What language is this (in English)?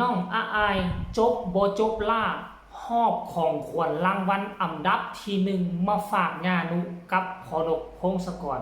Northeastern Thai